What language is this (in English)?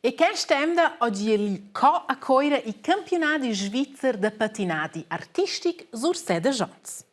Romansh